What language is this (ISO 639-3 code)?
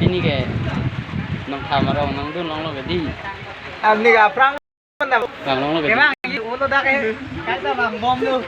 mjw